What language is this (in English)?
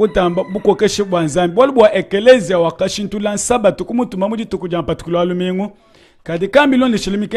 Luba-Lulua